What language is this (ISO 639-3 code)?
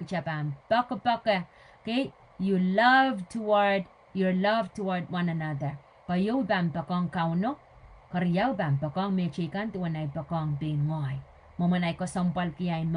pon